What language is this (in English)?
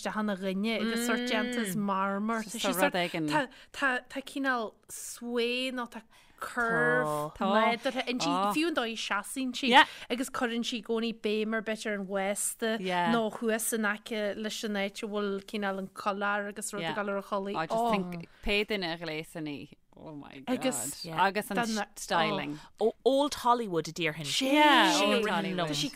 Irish